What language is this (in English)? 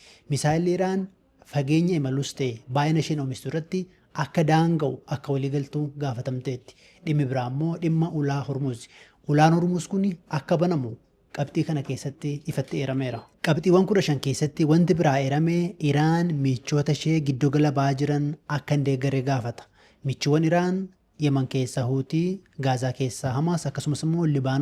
Oromo